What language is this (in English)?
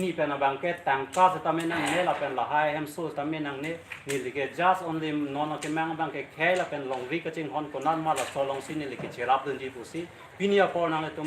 Karbi